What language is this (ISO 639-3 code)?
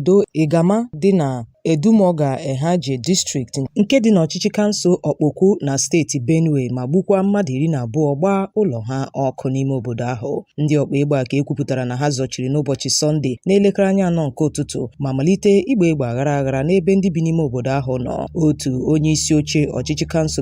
ibo